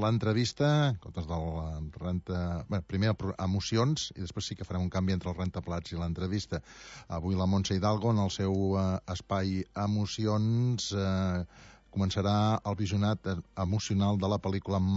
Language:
Catalan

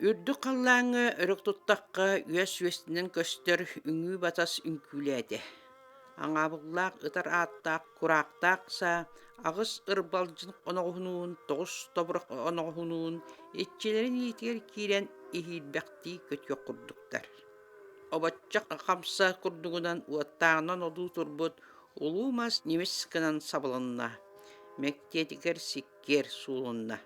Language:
Yakut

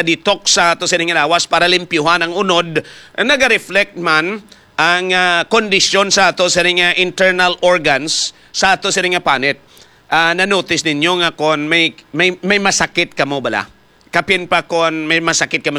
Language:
Hiligaynon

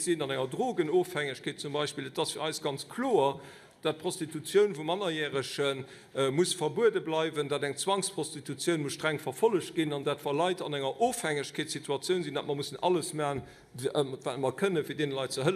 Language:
Luxembourgish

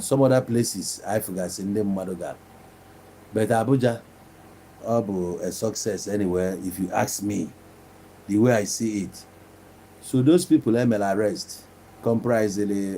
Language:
Igbo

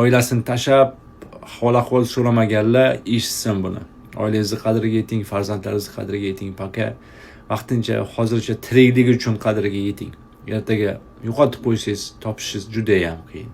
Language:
Uzbek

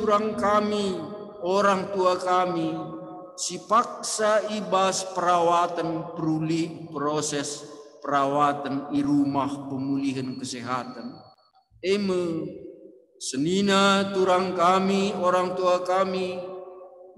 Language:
Batak Karo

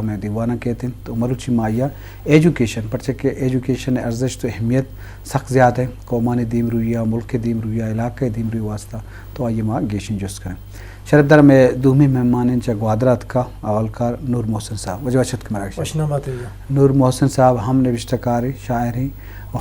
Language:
Eastern Balochi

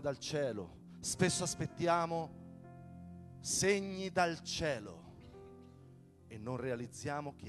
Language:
Italian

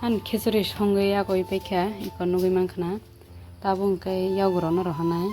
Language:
Kok Borok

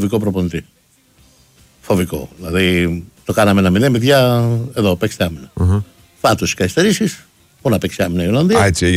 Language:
Greek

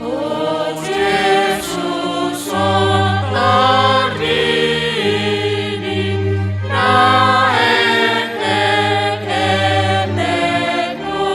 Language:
Batak Simalungun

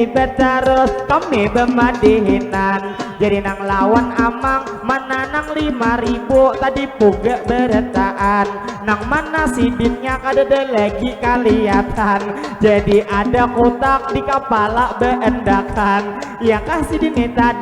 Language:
Banjar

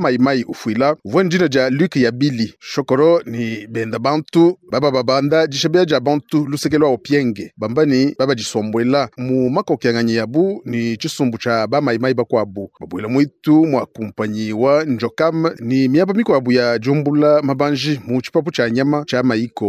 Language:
Luba-Lulua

